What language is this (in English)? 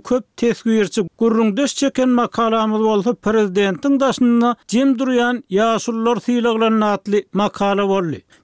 Turkmen